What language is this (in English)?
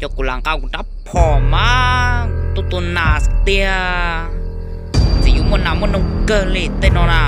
Hmong